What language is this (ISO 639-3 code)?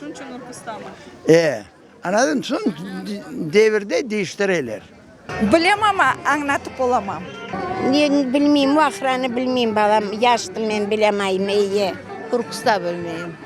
crh